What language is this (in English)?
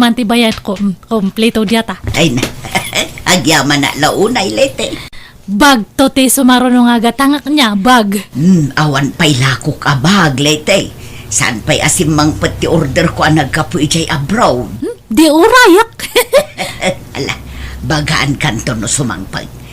Iloko